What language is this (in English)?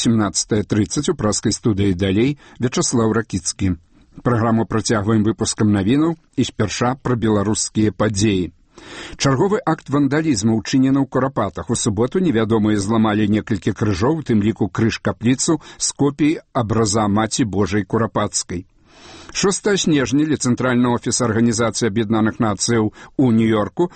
Belarusian